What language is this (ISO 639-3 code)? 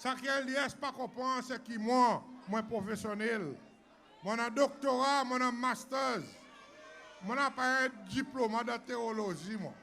crs